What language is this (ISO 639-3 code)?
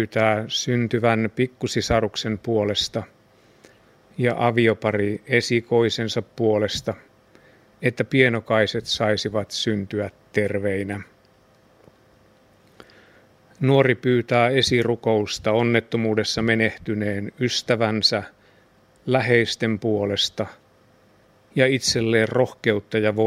fin